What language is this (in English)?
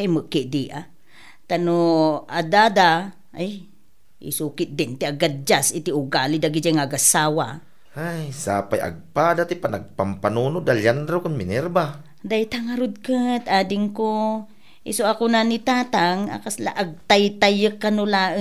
Iloko